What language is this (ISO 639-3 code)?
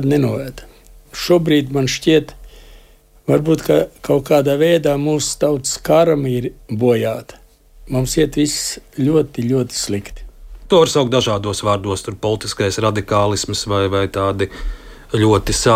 lav